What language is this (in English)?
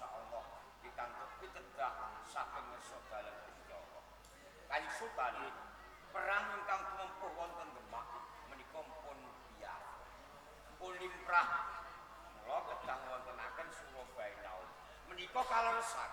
Javanese